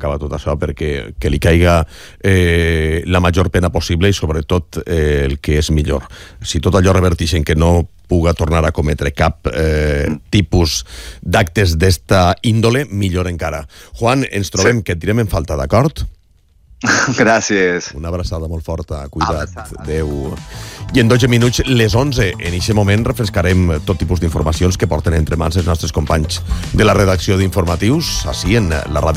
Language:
Catalan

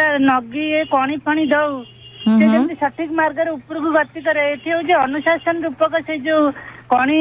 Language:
Odia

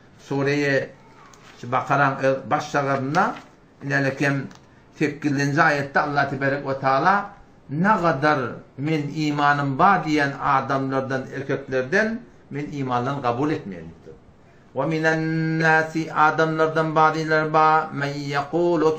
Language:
Turkmen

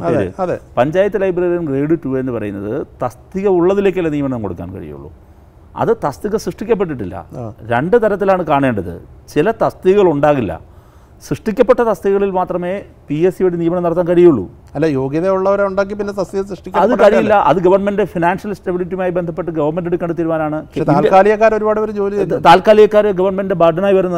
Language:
Malayalam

